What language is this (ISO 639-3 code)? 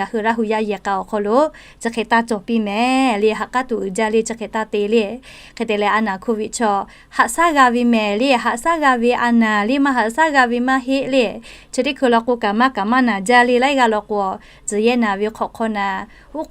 lhu